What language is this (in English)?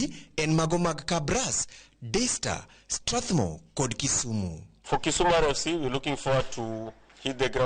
Luo (Kenya and Tanzania)